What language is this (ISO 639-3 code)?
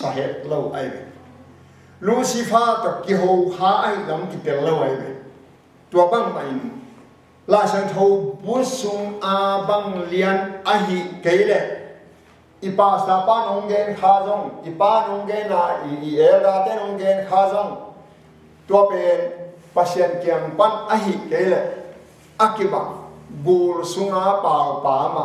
ctd